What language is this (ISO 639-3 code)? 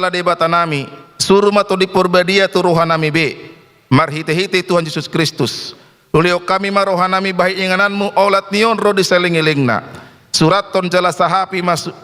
bbc